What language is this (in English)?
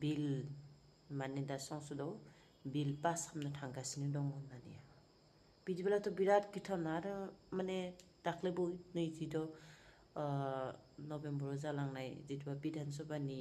Bodo